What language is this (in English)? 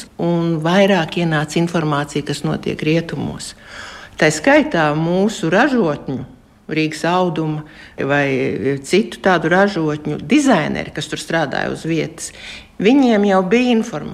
Latvian